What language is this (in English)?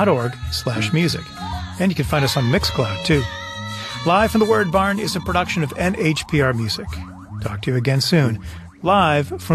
English